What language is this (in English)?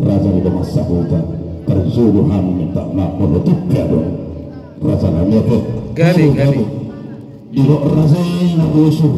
Batak Toba